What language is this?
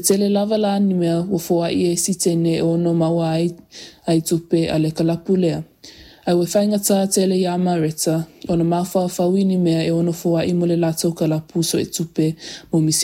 Samoan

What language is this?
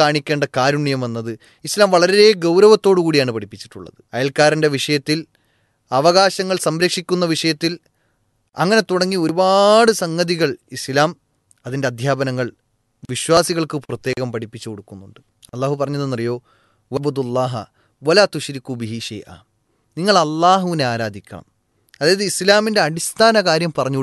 Malayalam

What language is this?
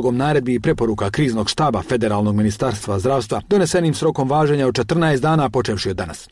Bosnian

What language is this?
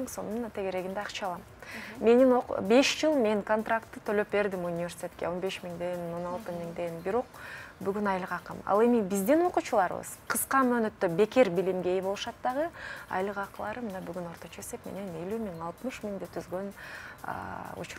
Kyrgyz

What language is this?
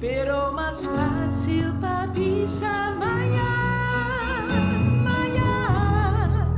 Papiamento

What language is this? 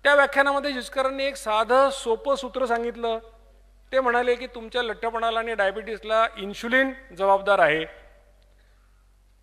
Marathi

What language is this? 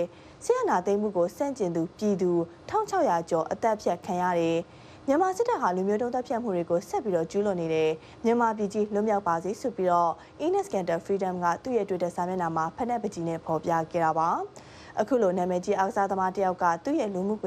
Burmese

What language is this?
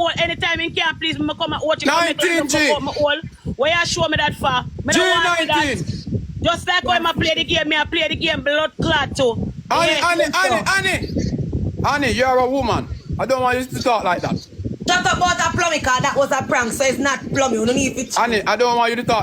Jamaican Creole English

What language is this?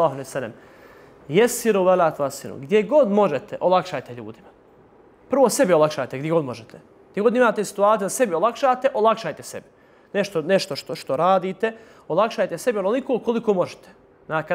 Bosnian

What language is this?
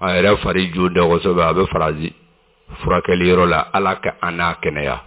Bambara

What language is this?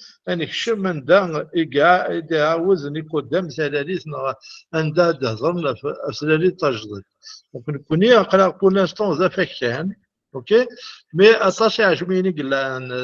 Kabyle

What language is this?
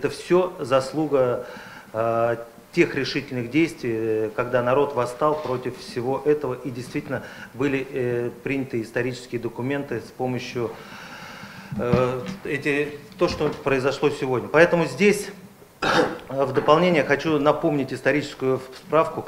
Russian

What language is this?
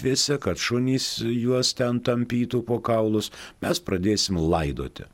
Lithuanian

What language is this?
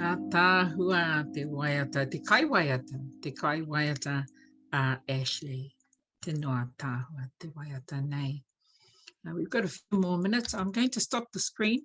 Māori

